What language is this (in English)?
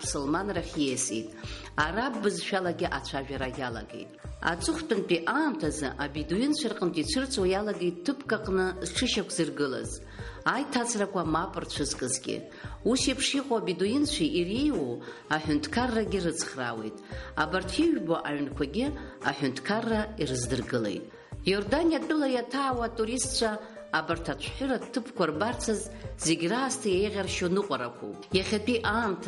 Abkhazian